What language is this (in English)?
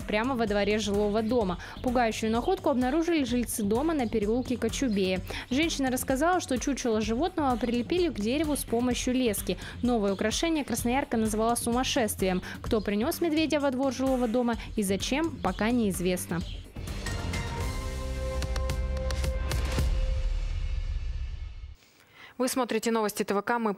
Russian